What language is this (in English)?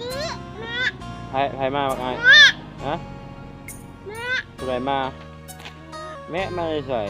Lao